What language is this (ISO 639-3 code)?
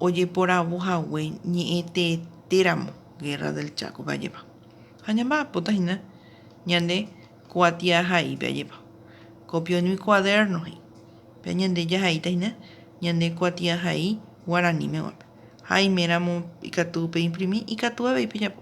grn